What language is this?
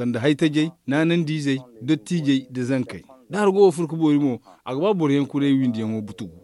Zarma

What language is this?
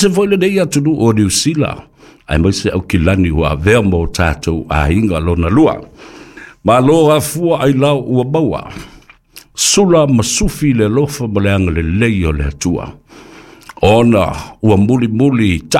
Samoan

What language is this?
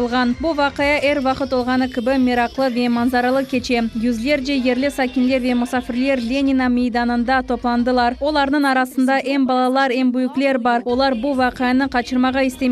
Crimean Tatar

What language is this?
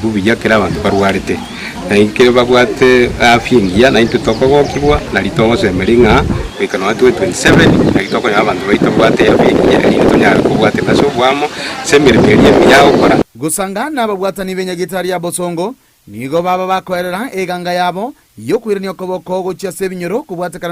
Gusii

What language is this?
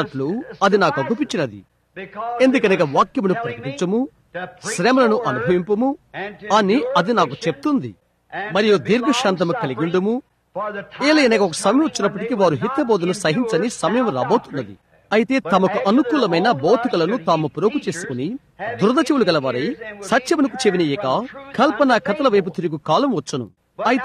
Telugu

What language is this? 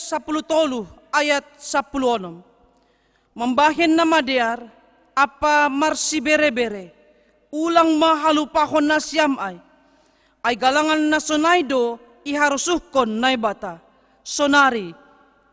Batak Simalungun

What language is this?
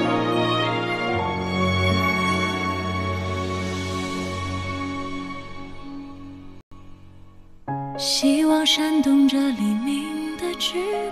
Chinese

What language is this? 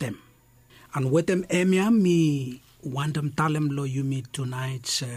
Bislama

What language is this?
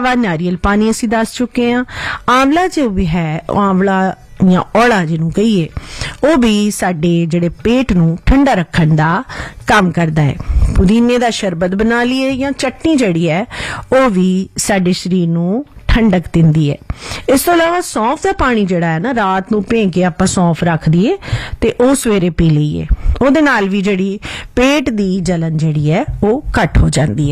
Punjabi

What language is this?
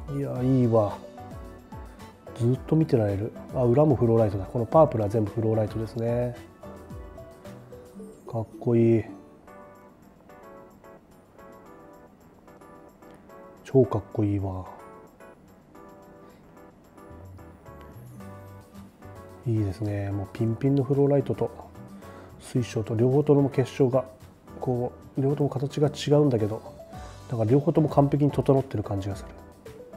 Japanese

